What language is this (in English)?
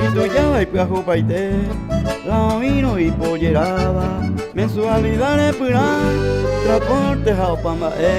Guarani